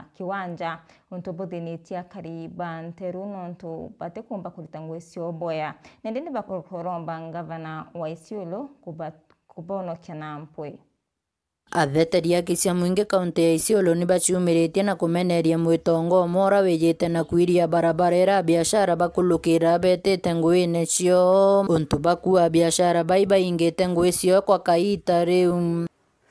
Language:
Meru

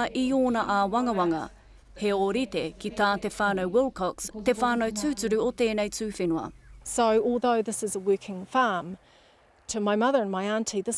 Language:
Māori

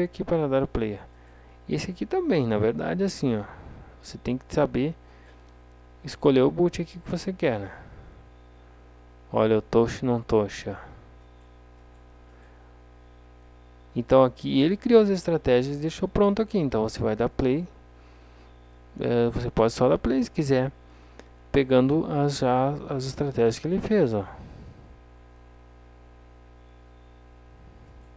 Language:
Portuguese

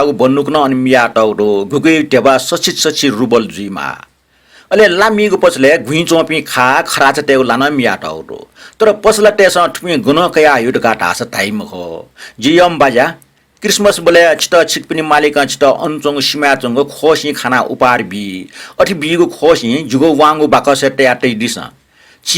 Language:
Newari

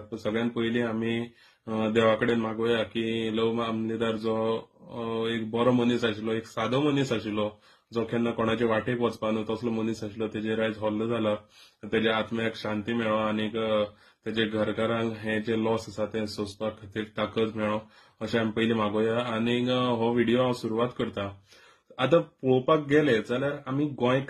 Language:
Konkani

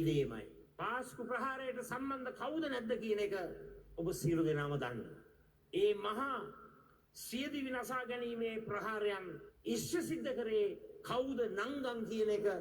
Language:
Sinhala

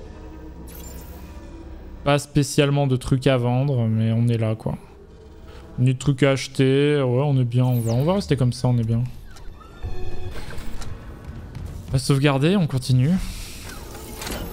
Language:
French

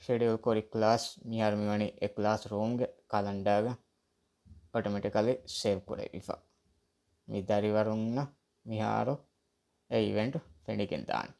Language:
Divehi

